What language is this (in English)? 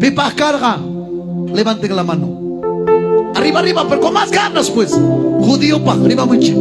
Ayacucho Quechua